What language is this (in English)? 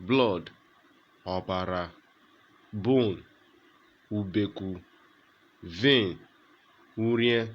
Urhobo